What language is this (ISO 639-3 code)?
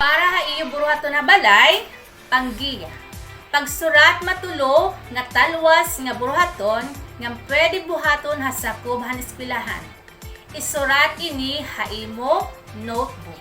war